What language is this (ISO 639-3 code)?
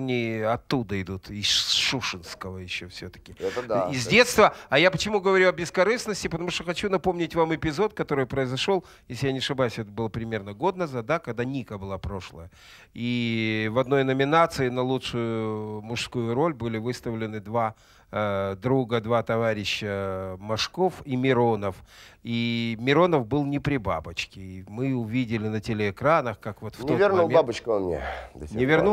rus